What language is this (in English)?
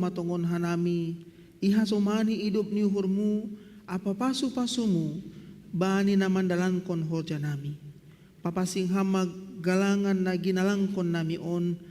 Batak Simalungun